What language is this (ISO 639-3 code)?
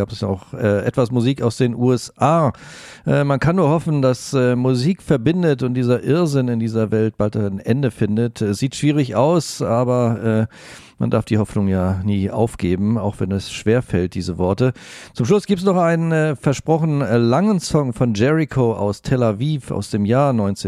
deu